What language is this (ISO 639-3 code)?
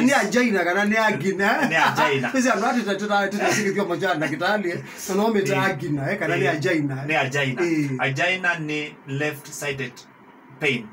kam